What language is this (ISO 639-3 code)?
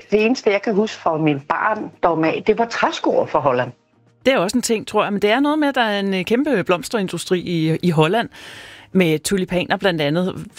dan